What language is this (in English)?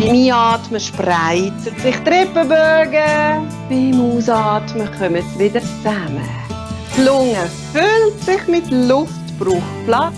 Swiss German